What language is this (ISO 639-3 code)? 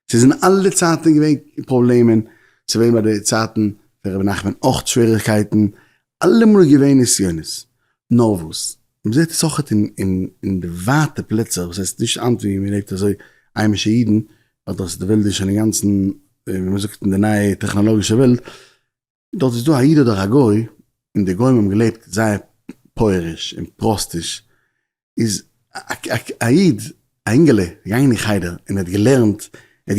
yid